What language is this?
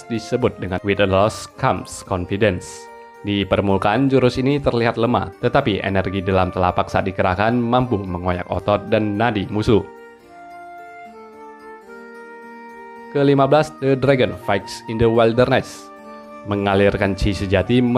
Indonesian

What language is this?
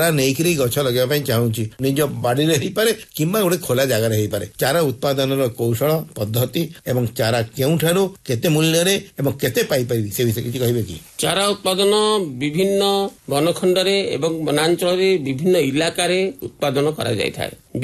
Odia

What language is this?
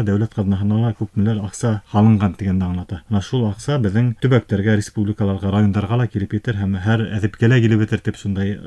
Bashkir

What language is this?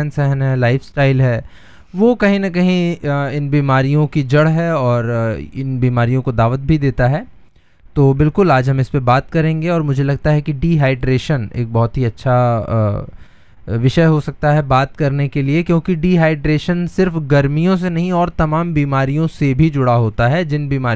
Hindi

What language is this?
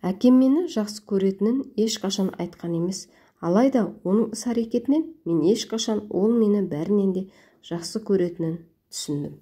Kazakh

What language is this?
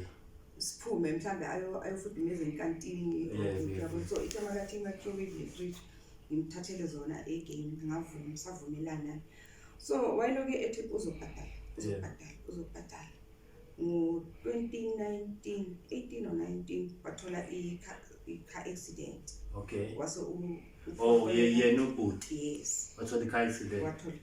Zulu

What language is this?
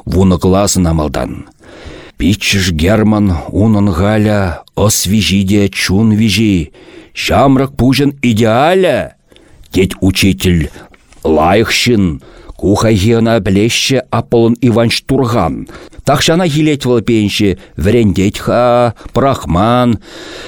Chuvash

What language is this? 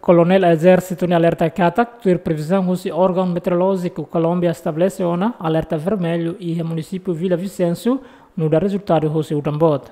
Tetum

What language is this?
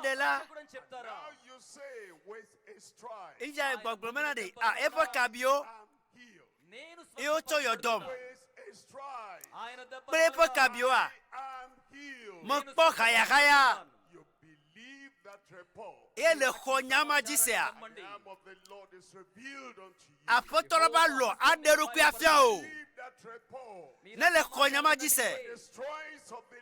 Ewe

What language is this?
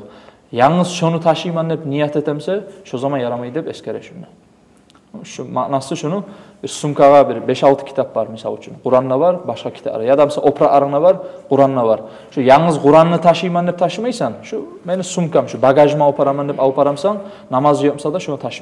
Kumyk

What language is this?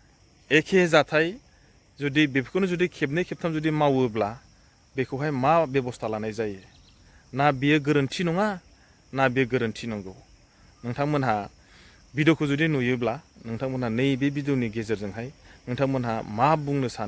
Bodo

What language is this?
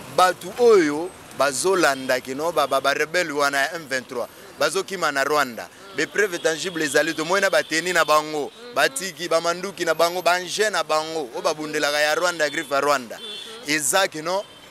Lingala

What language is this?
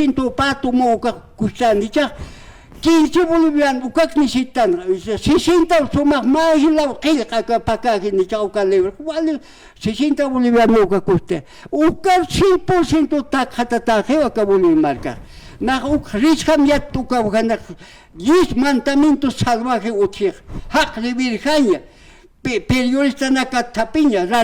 Aymara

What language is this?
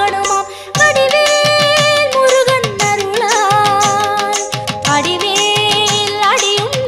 Tamil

